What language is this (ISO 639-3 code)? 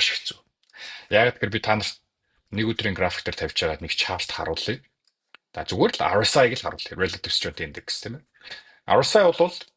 mon